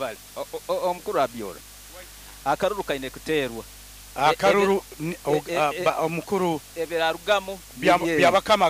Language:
Nyoro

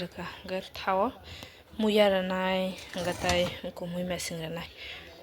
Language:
Kok Borok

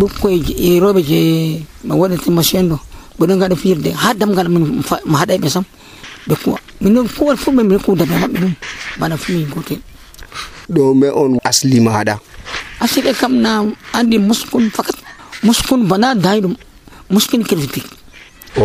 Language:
Nigerian Fulfulde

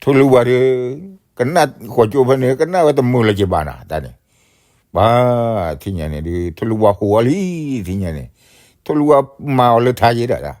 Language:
S'gaw Karen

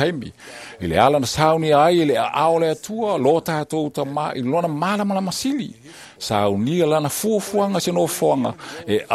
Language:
Samoan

